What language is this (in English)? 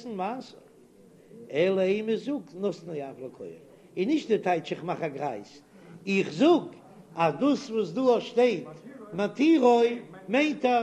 Yiddish